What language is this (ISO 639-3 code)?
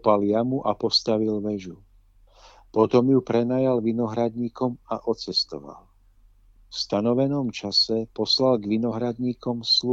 slk